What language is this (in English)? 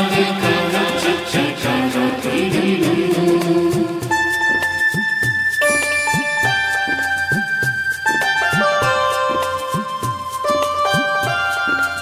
Malayalam